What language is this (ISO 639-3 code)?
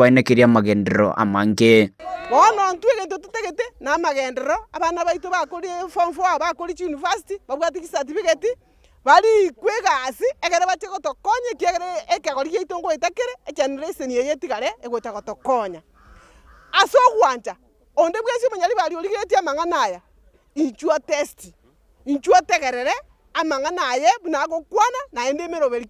guz